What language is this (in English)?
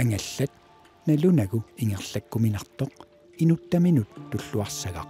Kalaallisut